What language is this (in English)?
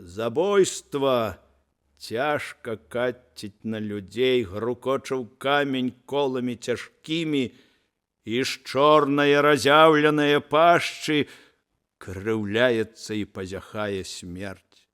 Belarusian